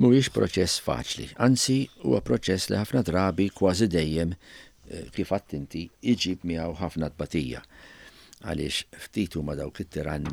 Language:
Maltese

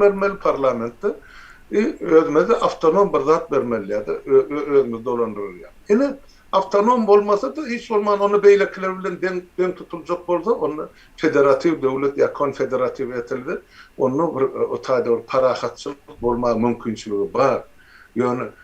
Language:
Turkmen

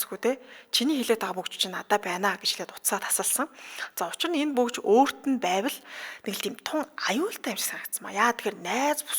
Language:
Mongolian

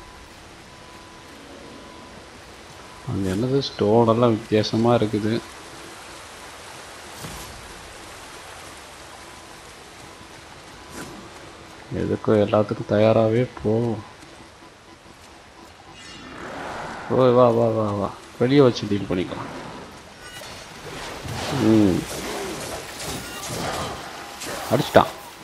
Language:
Tamil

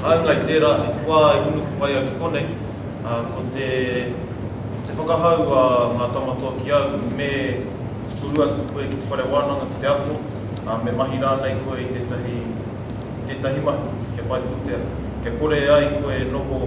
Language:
Māori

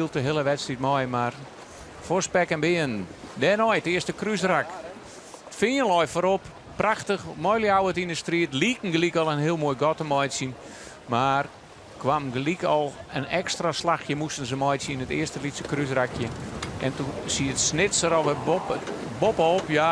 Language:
Western Frisian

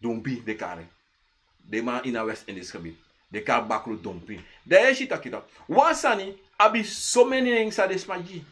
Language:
Sranan Tongo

